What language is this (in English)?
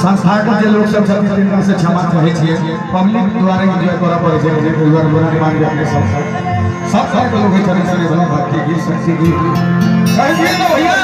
Maithili